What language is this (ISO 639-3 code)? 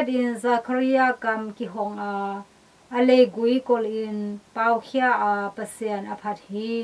ctd